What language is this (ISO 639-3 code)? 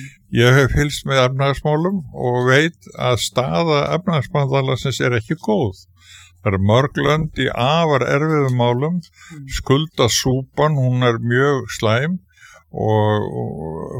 isl